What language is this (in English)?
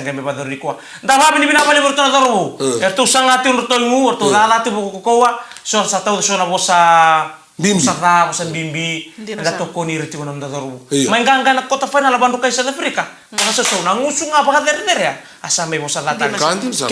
Fijian